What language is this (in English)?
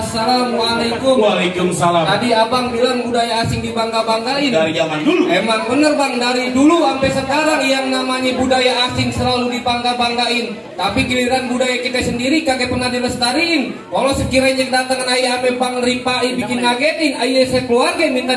Betawi